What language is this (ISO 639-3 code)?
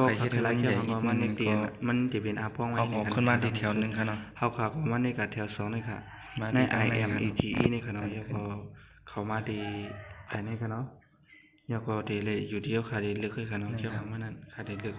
shn